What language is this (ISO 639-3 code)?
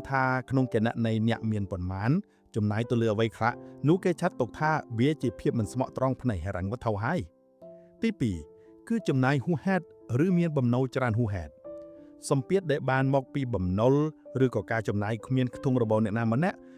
khm